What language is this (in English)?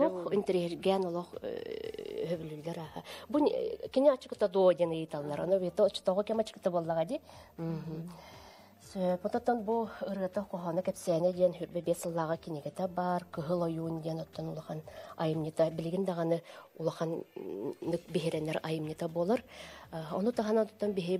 Yakut